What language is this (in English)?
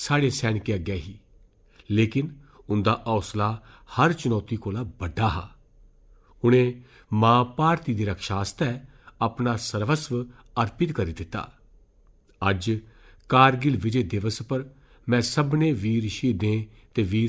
Dogri